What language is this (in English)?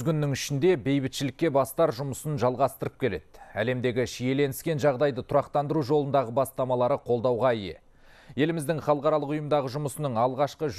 Kazakh